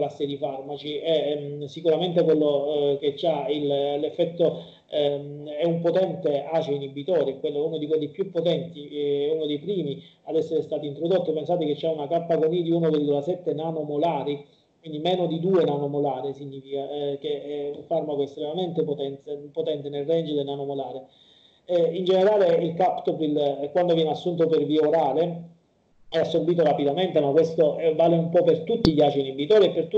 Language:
Italian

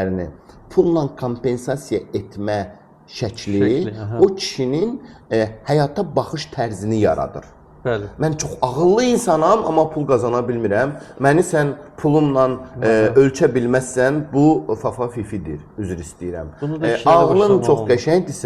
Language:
Azerbaijani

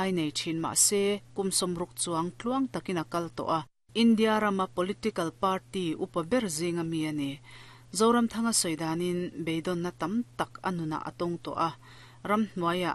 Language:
Mizo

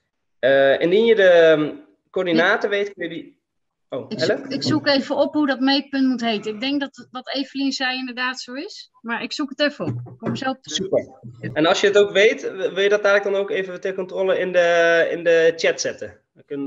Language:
Dutch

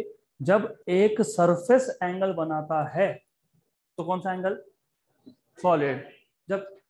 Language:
Hindi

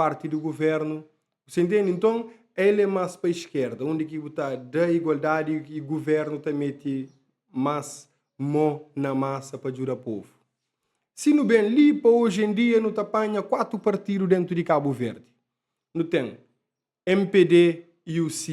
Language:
Kabuverdianu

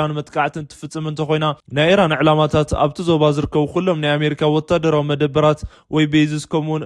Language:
Tigrinya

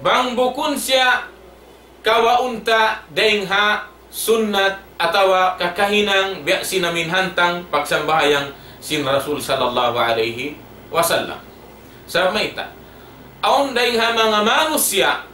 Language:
Tausug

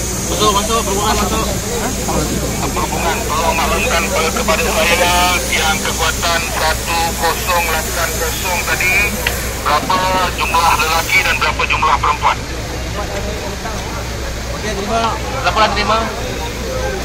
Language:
Malay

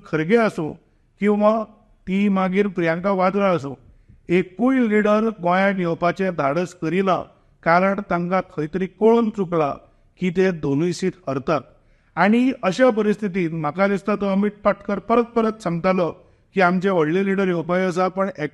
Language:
Konkani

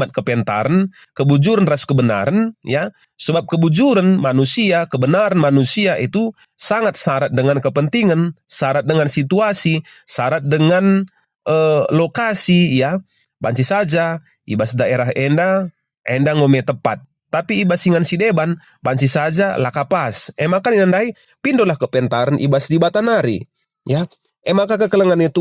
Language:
Batak Karo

